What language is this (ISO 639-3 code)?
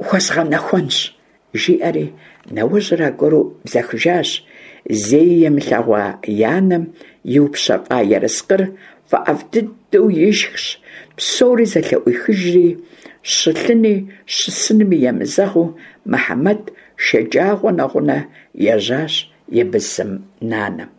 kbd